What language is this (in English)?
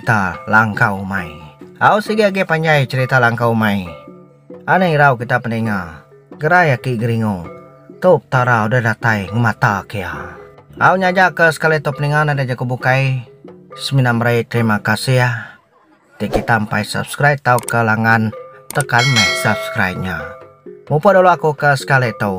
Iban